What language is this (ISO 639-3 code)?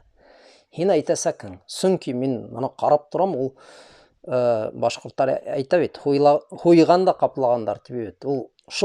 bak